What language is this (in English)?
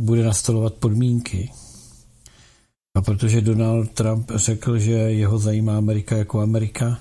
Czech